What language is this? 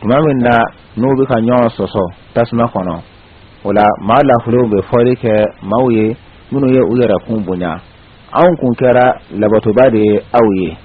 Bambara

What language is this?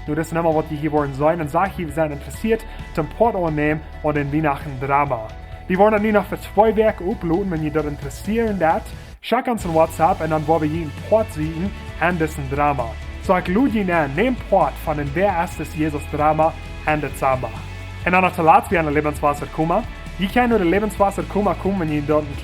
Plautdietsch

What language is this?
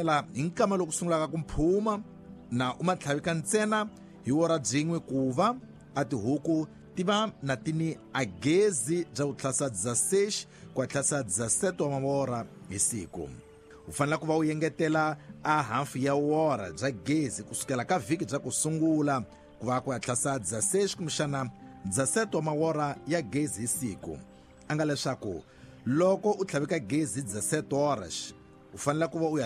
Tsonga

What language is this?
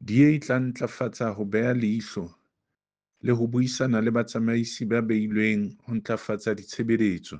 Southern Sotho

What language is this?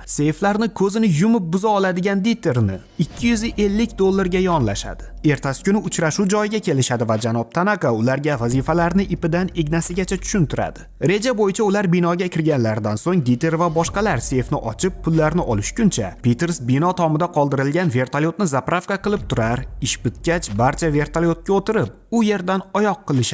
Uzbek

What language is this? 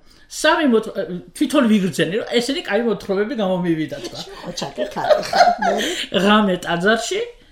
Georgian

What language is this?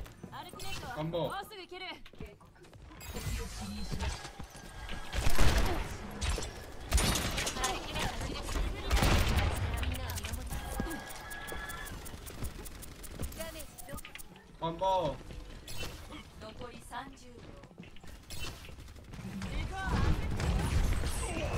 Japanese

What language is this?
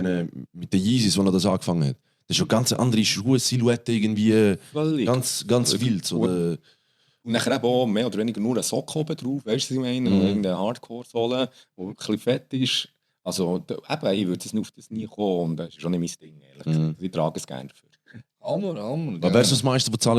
Swiss German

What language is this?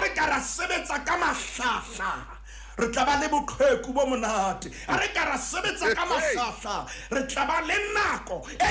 Southern Sotho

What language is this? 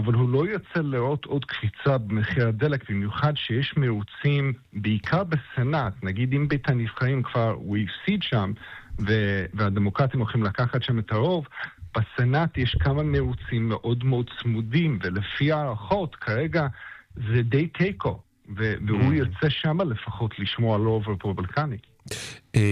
Hebrew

